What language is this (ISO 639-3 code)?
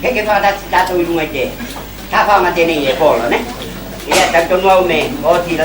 smo